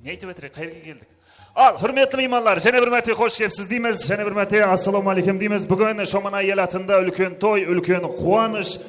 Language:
Kara-Kalpak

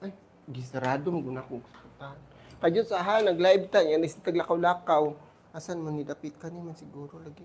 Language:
Cebuano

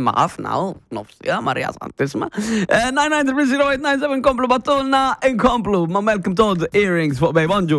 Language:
Maltese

